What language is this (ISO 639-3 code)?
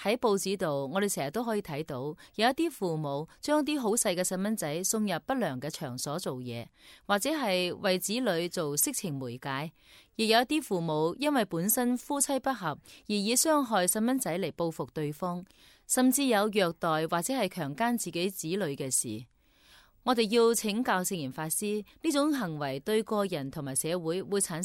yue